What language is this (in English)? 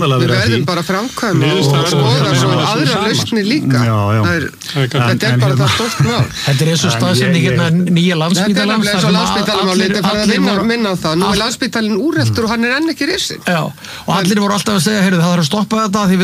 Icelandic